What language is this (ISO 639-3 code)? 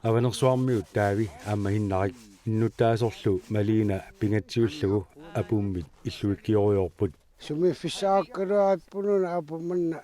kal